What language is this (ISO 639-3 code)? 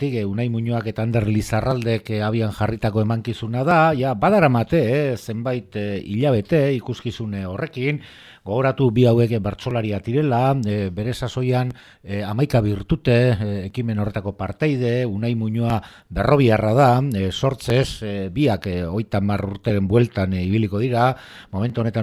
eus